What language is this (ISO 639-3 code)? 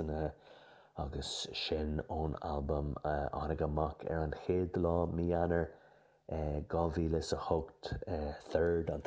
gle